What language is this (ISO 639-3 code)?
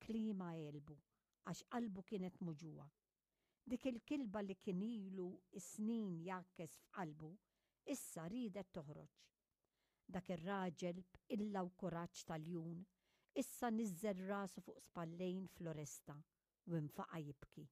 mlt